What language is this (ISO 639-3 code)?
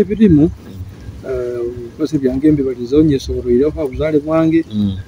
nyo